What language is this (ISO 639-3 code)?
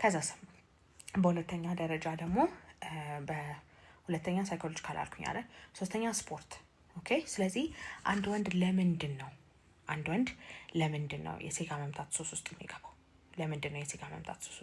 amh